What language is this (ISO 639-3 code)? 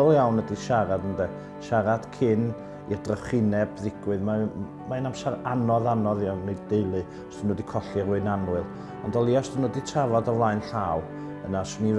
cym